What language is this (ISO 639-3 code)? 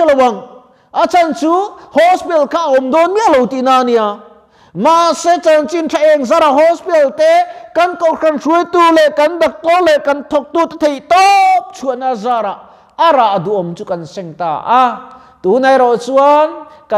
lus